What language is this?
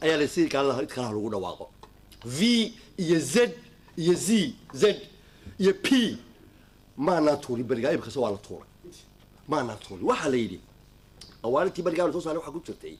Somali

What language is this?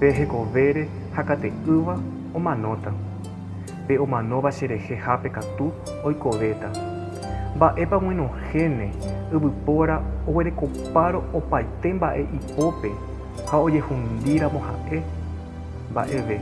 Guarani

